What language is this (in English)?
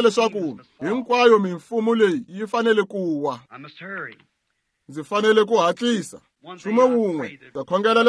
Tsonga